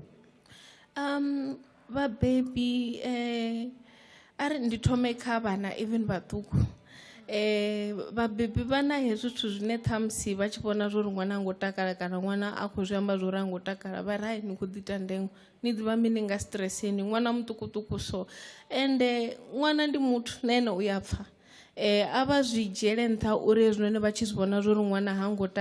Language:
Venda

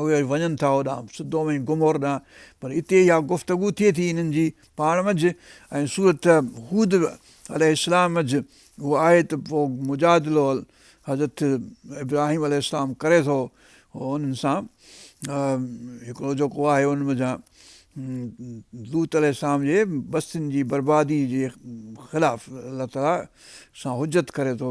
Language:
Sindhi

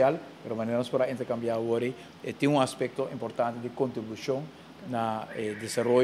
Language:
Papiamento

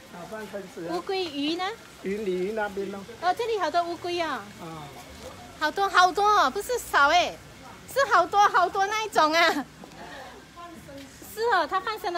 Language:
Chinese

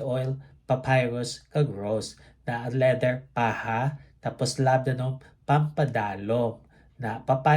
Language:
Hiligaynon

